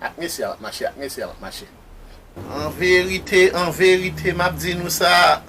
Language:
Haitian Creole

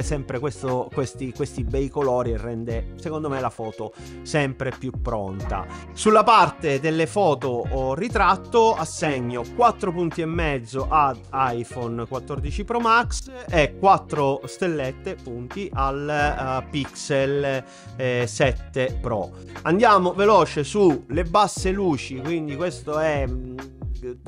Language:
Italian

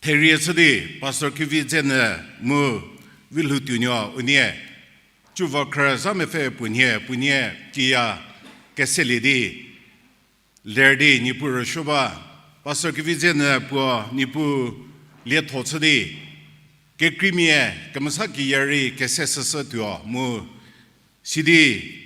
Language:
Angami Naga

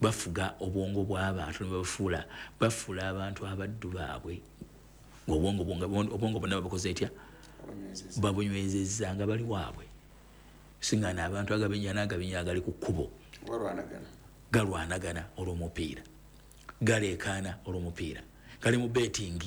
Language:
Ganda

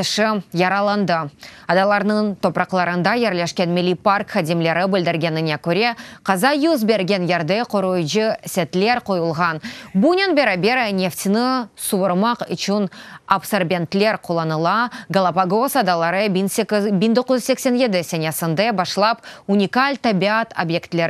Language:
Crimean Tatar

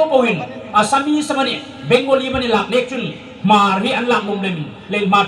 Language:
Hmar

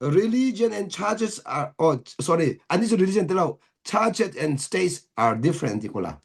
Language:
Hakha Chin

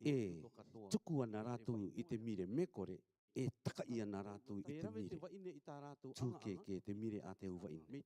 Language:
Rarotongan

